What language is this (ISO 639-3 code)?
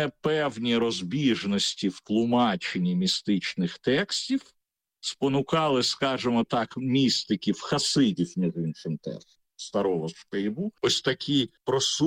ukr